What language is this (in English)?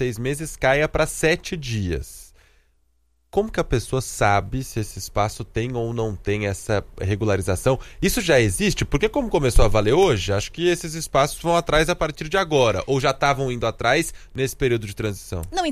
Portuguese